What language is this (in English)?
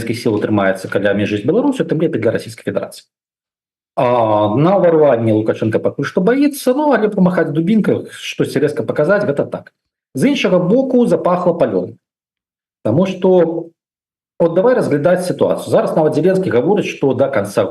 Belarusian